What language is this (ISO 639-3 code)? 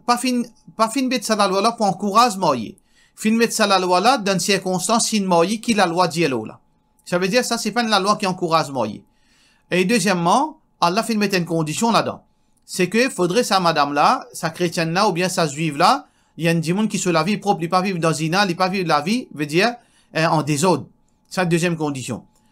mfe